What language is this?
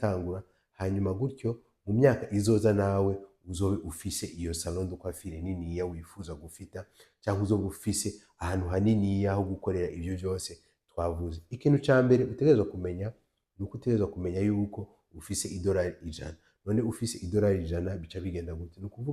Rundi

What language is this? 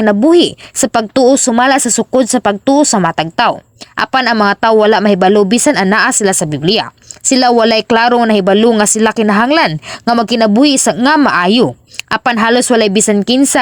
Cebuano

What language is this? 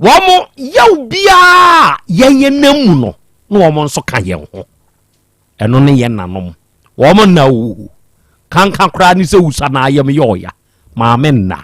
Akan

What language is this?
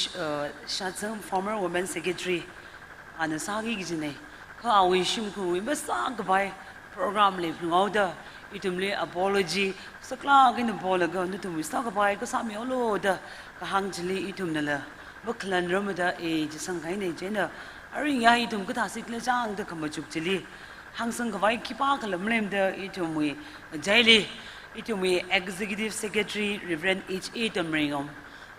Tangkhul Naga (India)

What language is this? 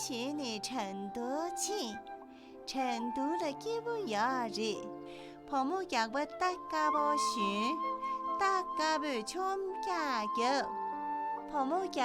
Tibetan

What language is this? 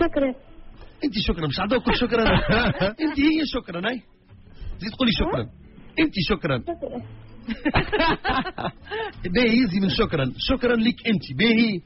Tunisian Arabic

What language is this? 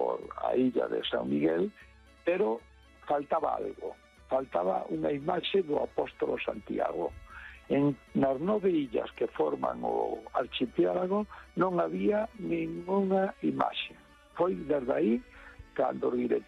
Galician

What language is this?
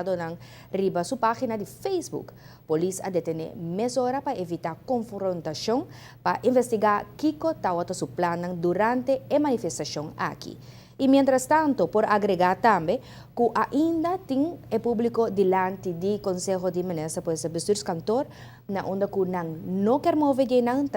Papiamento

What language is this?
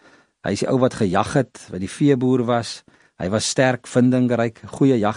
Afrikaans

